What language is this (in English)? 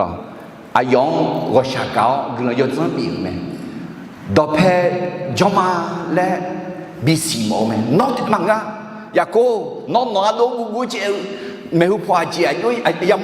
Akha